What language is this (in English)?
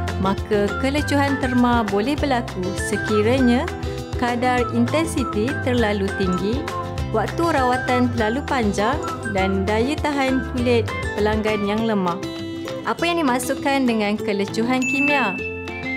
Malay